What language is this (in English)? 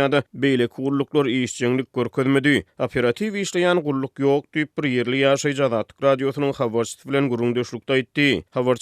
Turkmen